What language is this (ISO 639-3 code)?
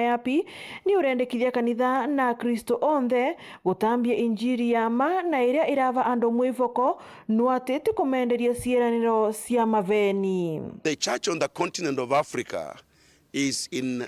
mer